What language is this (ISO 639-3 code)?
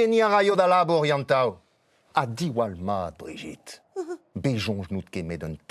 bre